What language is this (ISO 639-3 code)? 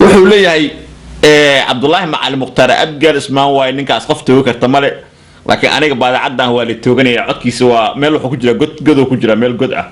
som